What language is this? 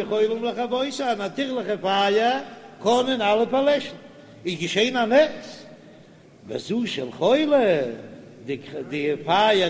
Yiddish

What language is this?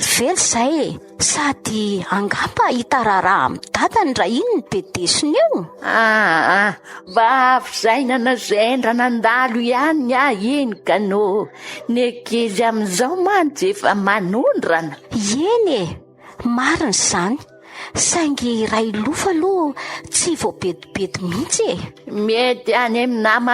Malagasy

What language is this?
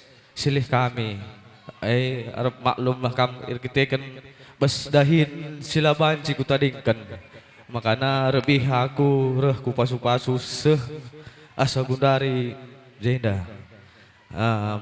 Batak Karo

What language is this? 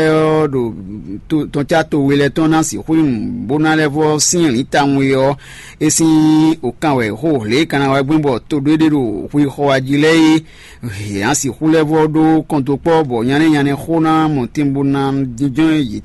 Fon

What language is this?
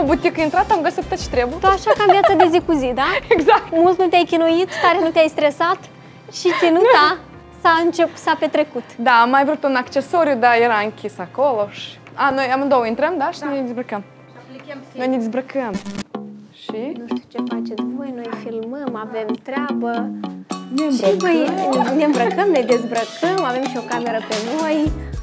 Romanian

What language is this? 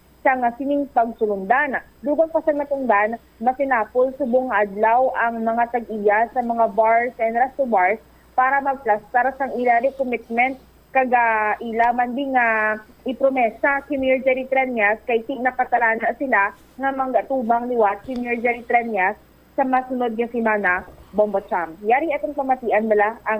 Hiligaynon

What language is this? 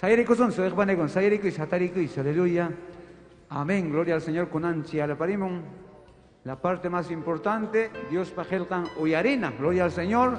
Ayacucho Quechua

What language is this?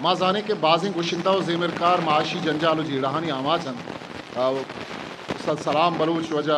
Eastern Balochi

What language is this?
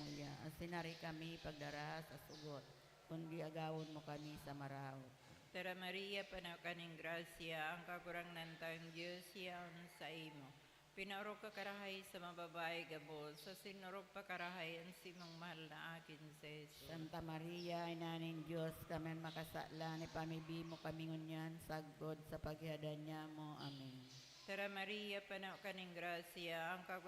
Bikol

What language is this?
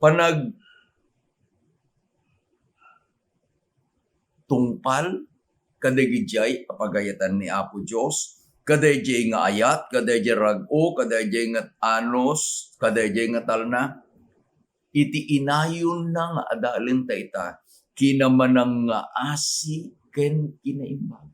Iloko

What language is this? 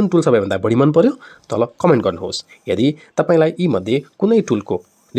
Nepali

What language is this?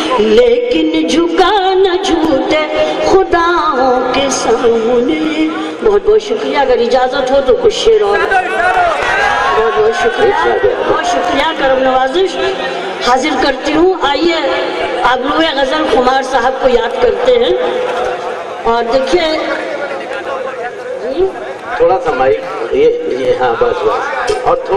Urdu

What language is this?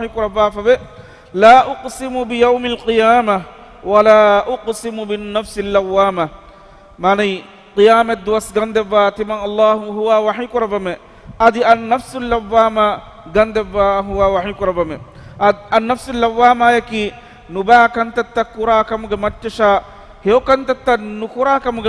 Divehi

